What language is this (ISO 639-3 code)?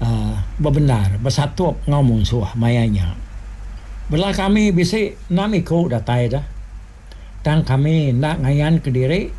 iba